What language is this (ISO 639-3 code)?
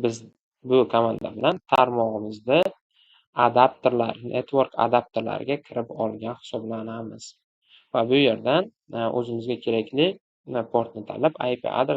uzb